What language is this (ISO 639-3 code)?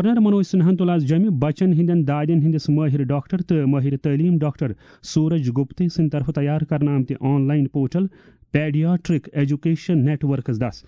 kas